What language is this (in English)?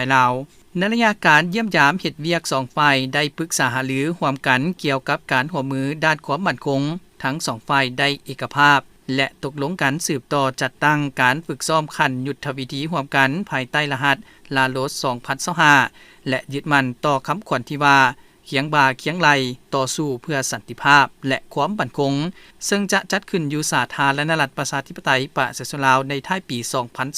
Lao